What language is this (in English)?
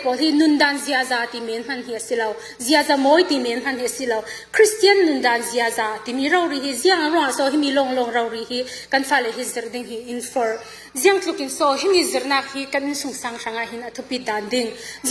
Falam Chin